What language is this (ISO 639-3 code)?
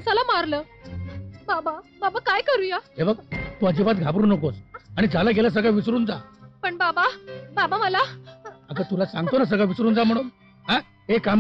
mar